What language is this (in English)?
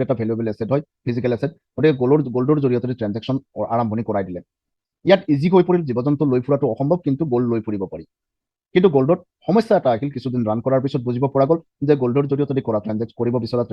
Assamese